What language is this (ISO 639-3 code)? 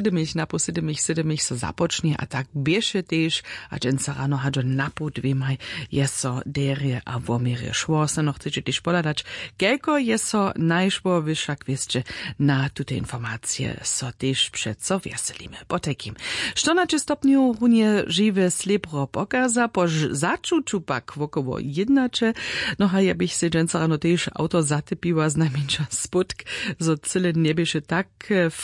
hsb